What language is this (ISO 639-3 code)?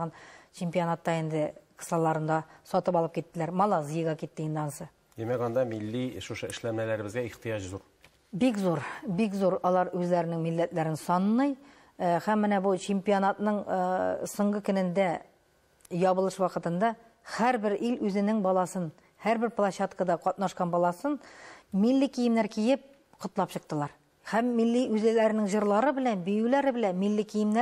tat